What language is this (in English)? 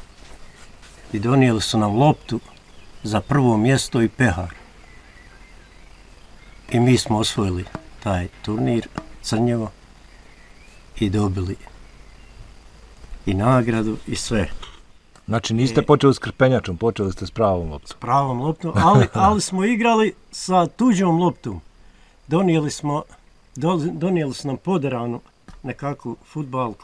Bosnian